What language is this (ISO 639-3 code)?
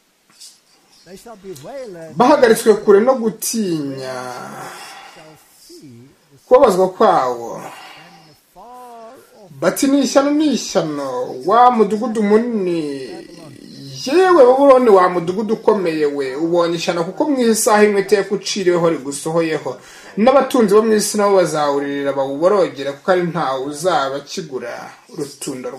kin